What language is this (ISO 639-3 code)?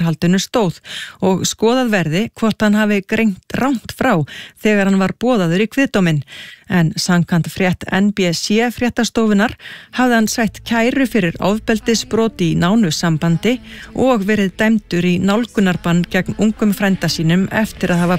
isl